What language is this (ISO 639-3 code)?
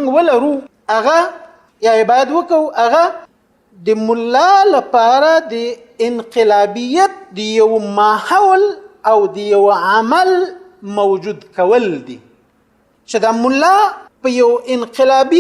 pus